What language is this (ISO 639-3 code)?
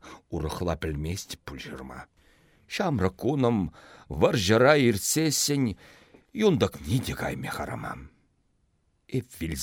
chv